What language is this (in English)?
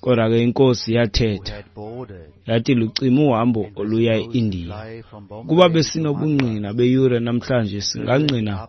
Xhosa